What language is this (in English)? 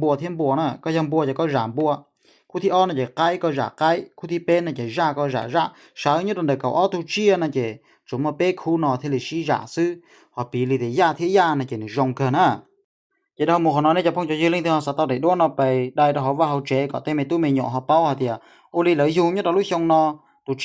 Hmong